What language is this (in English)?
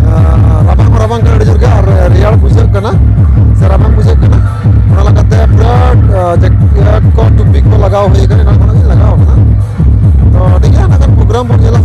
Santali